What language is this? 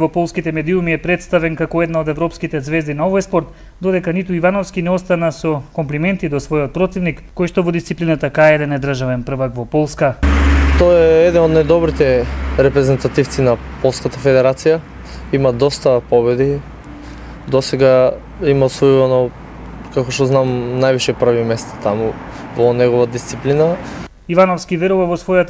Macedonian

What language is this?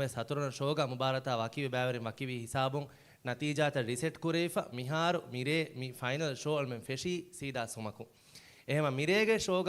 Divehi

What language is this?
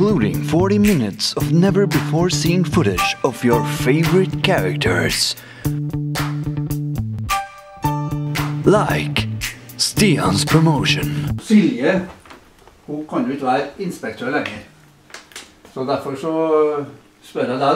Norwegian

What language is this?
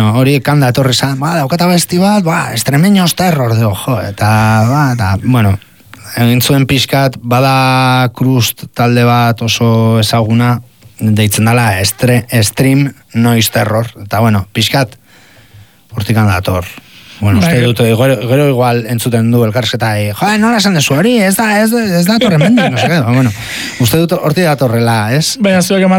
Basque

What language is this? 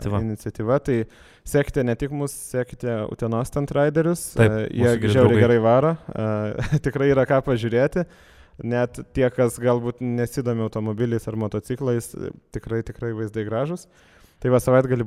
Lithuanian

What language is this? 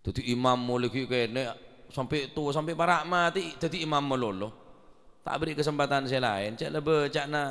Madurese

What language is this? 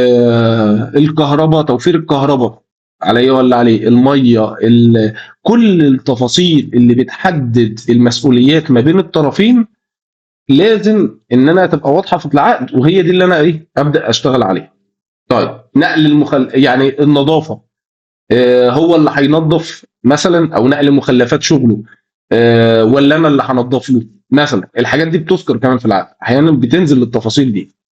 Egyptian Arabic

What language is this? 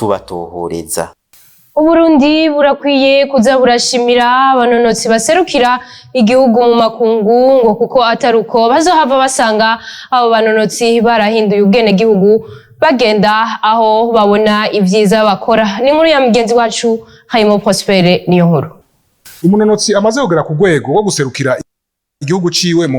Rundi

